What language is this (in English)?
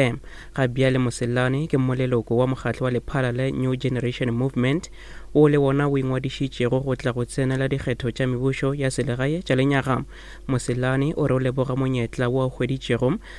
Northern Sotho